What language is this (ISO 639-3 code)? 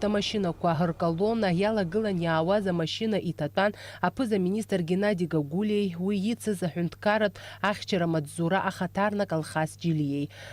abk